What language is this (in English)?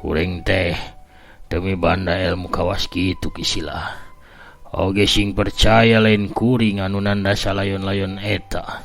Sundanese